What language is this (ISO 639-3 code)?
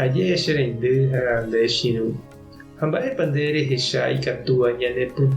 grn